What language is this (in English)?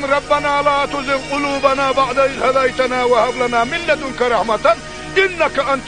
Chechen